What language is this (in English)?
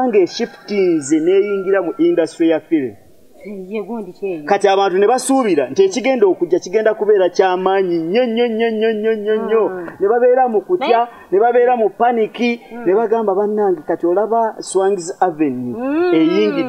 Ganda